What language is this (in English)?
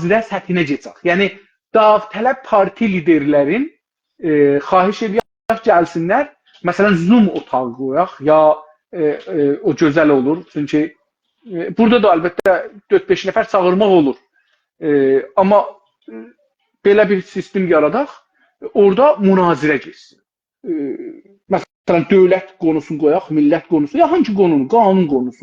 South Azerbaijani